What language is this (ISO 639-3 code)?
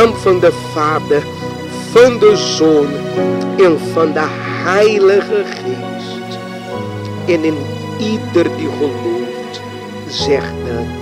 nld